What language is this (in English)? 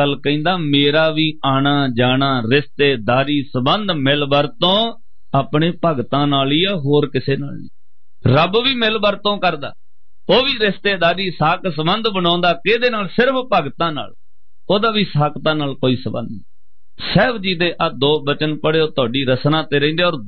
Punjabi